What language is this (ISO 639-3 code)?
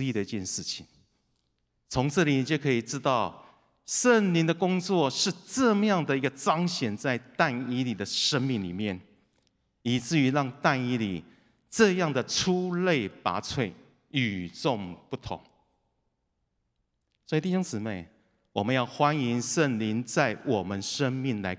zho